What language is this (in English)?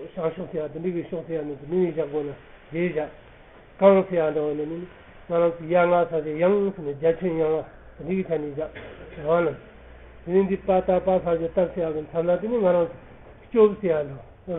Tibetan